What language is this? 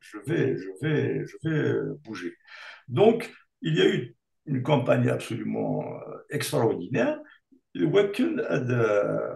Kabyle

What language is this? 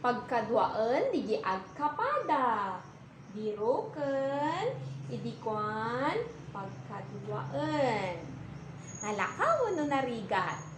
Iloko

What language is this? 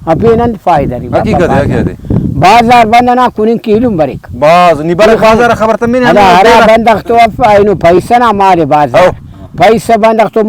Brahui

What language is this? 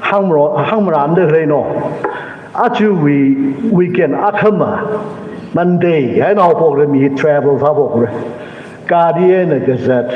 Tangkhul Naga (India)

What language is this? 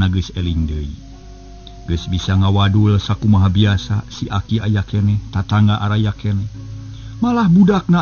Sundanese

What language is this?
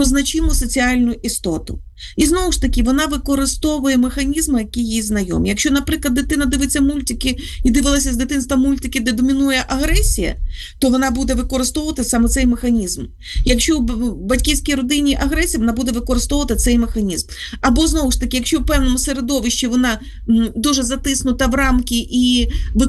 Ukrainian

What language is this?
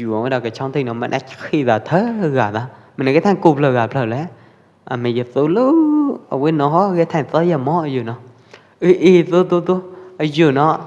Pwo Eastern Karen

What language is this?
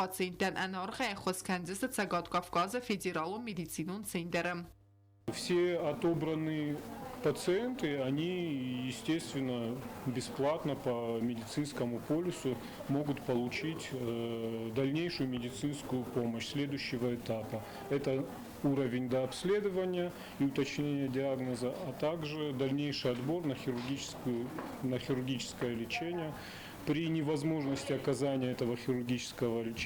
Ossetic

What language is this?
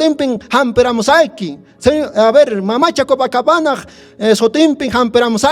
Quechua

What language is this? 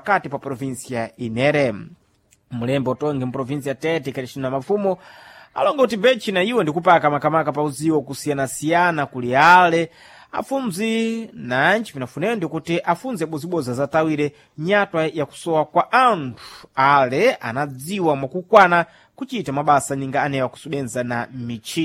Sena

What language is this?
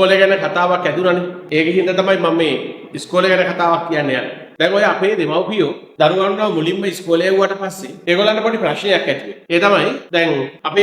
Sinhala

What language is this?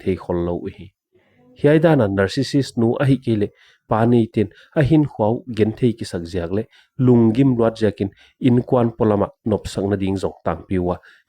Paite Chin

